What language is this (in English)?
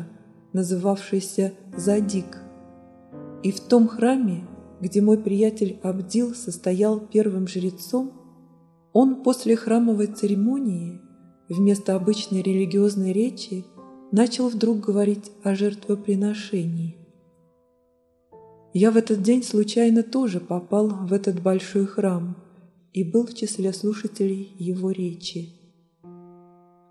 Russian